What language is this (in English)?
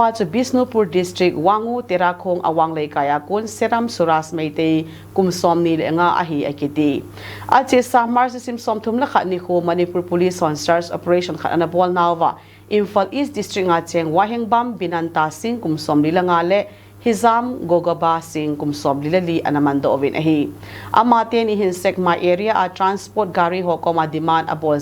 Thado Chin